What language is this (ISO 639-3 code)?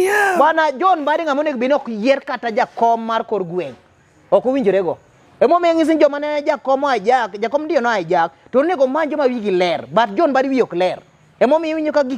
luo